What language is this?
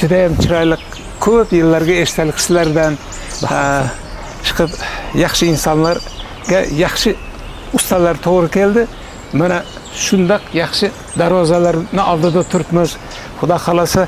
Uzbek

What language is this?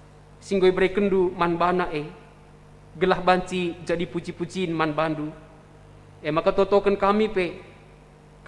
Batak Karo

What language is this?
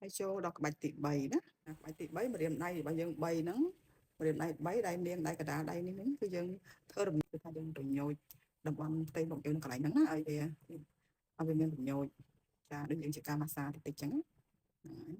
Khmer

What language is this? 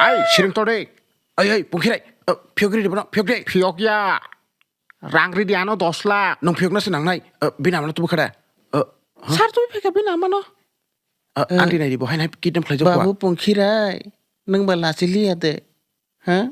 Kok Borok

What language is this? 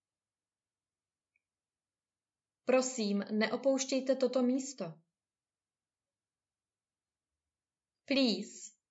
Czech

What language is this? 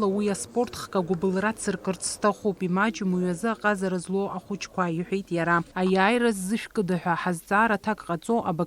Abkhazian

